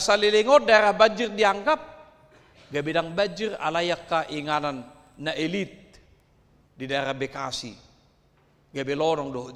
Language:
Batak Toba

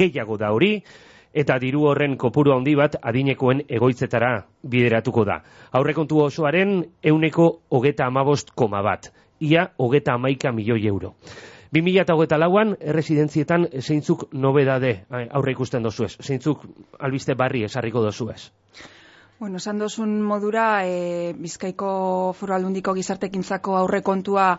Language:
Basque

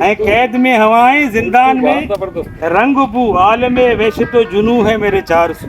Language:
Eastern Balochi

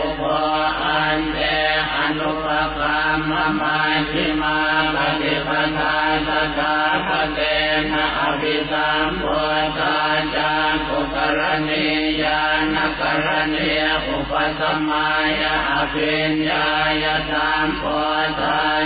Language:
Pali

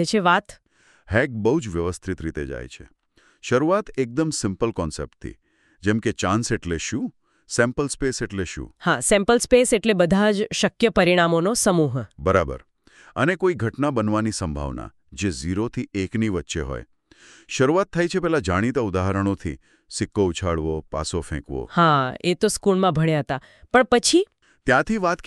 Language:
Gujarati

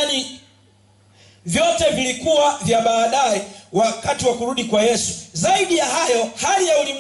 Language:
Swahili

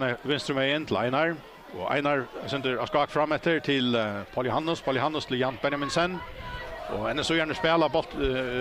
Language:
Faroese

